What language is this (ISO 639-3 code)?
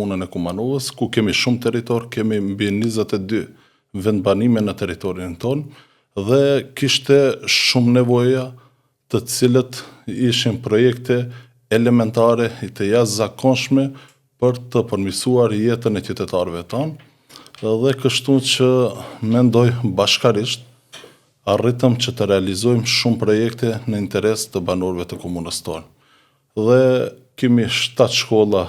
sqi